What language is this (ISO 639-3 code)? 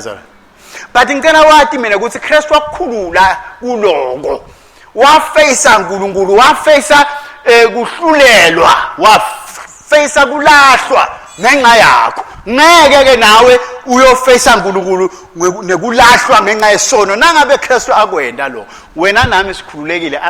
ssw